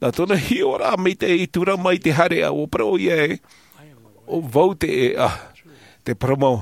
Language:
Tahitian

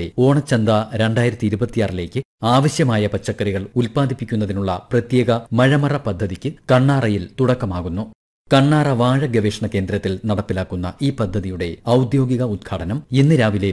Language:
Malayalam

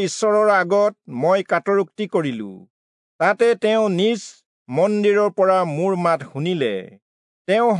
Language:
Assamese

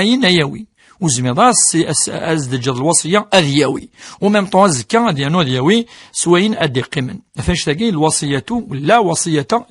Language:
Kabyle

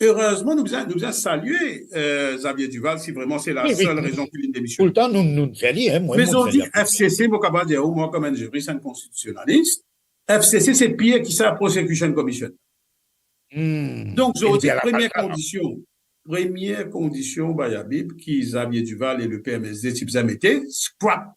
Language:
Morisyen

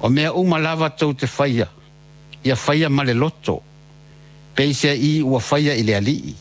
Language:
Samoan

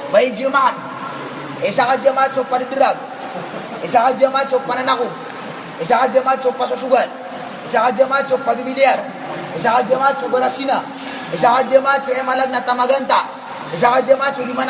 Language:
Maranao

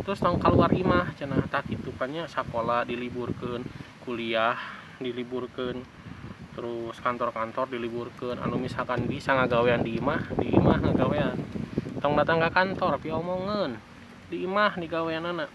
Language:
Sundanese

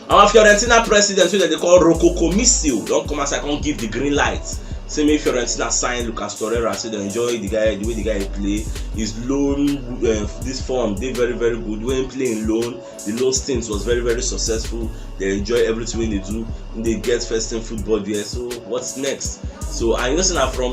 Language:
Nigerian Pidgin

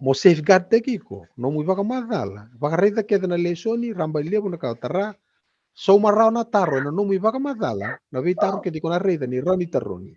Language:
Fijian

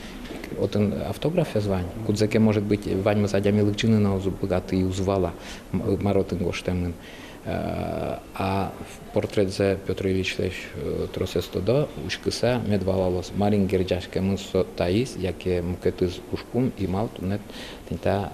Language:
Udmurt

